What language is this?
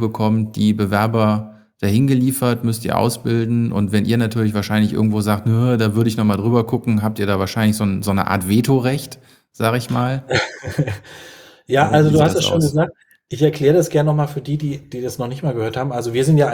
German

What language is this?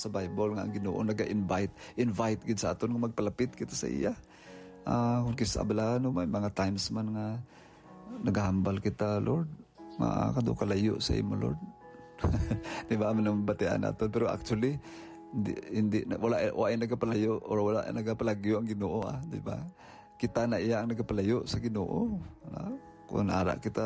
Hiligaynon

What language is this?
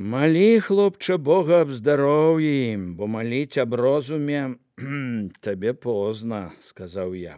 Belarusian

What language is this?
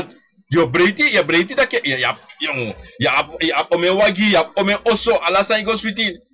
Sranan Tongo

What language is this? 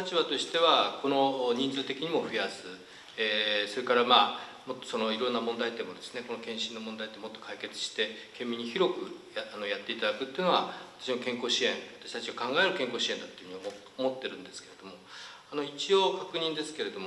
Japanese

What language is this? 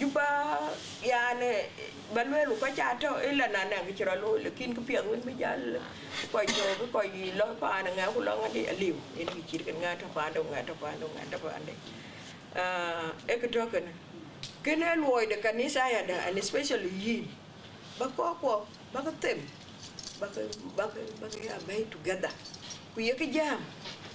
Dinka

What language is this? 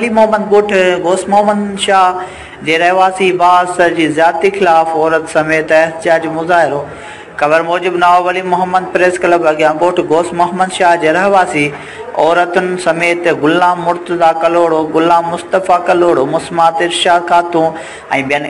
Sindhi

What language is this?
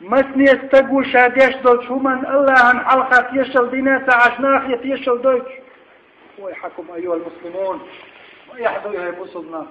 Chechen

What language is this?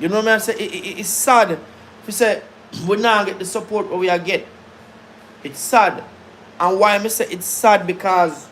Jamaican Creole English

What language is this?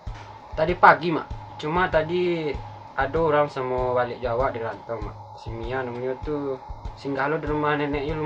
Minangkabau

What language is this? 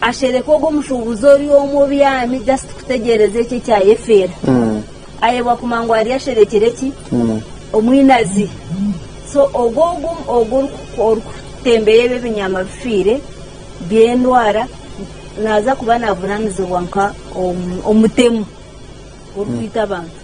Nyankole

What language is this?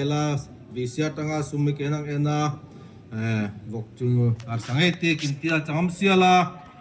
Darlong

